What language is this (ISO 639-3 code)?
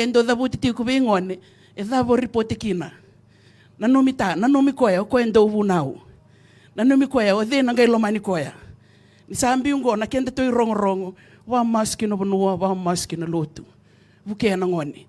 fij